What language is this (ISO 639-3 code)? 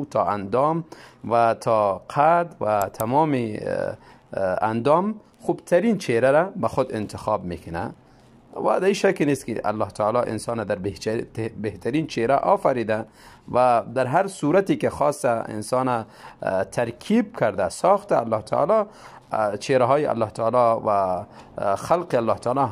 tgk